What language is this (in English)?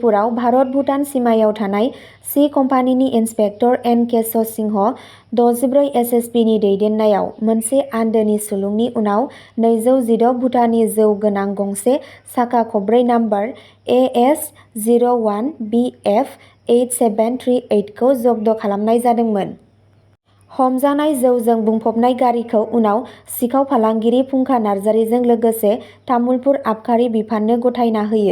Bodo